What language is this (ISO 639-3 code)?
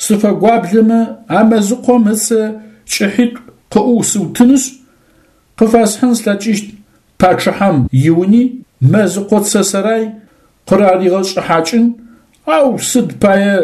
ady